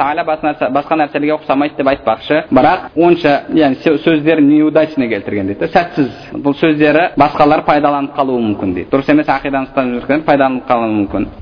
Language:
Kazakh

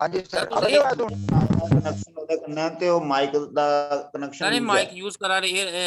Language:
Dogri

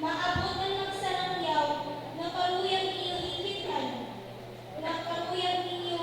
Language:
Waray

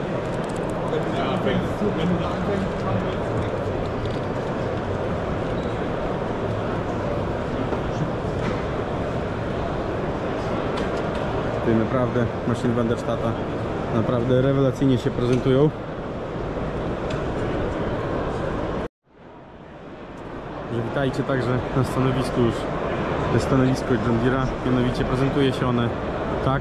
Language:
Polish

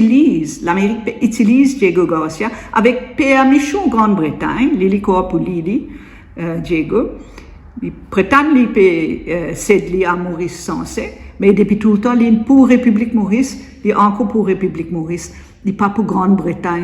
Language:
Morisyen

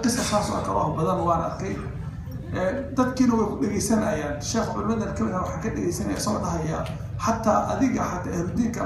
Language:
Somali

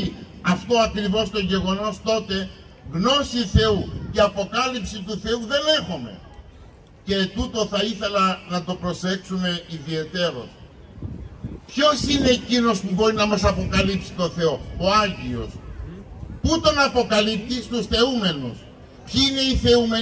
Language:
Greek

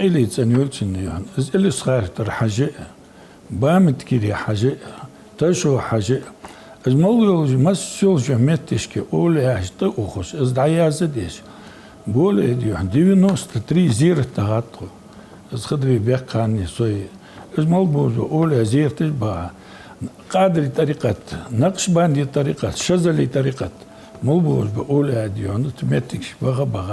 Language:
Ingush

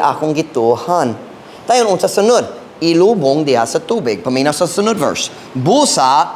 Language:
Cebuano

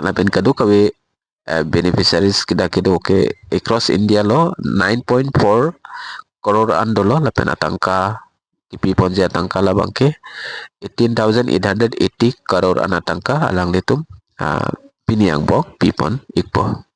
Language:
Karbi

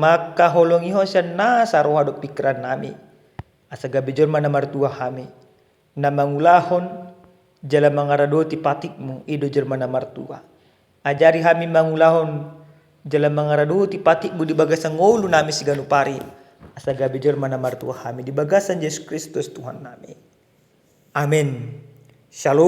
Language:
Batak Toba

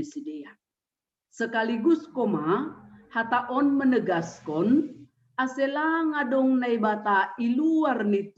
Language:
Batak Simalungun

